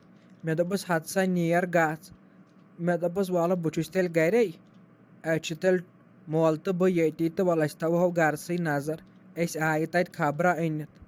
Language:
Kashmiri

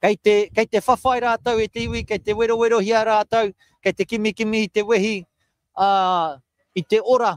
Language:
Māori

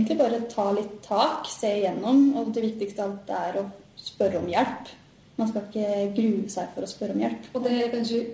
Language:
Norwegian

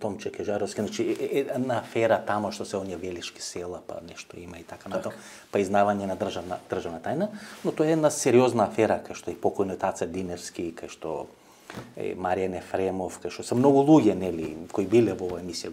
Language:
Macedonian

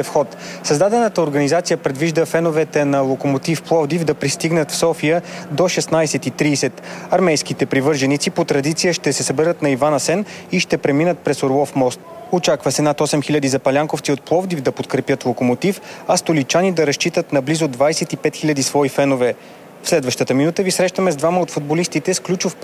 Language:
Bulgarian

